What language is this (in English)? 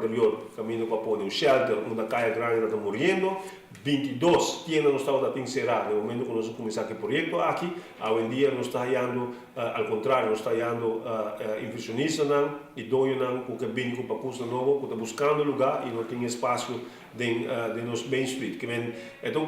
Papiamento